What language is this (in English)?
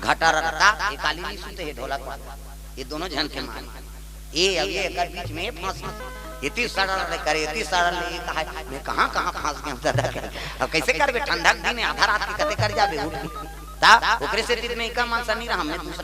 Chhattisgarhi